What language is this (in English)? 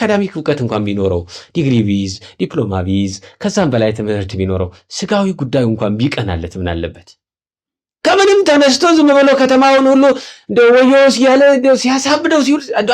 Amharic